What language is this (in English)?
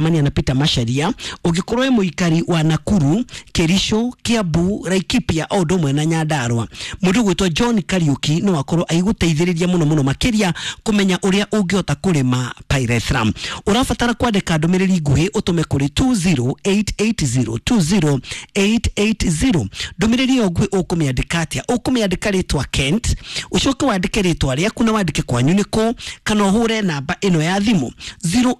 Kikuyu